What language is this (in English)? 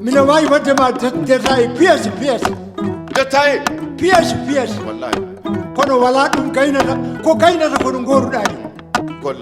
Maasina Fulfulde